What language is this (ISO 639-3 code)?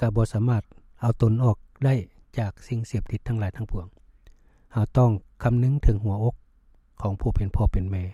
lao